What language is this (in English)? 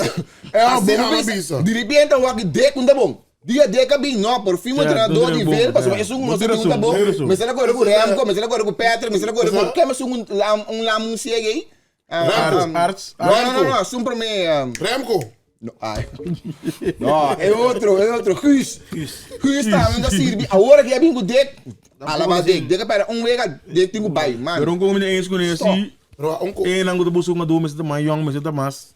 Papiamento